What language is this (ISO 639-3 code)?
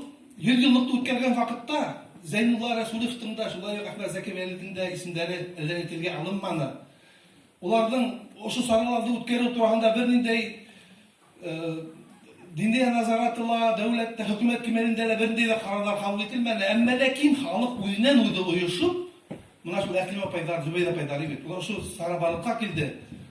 bak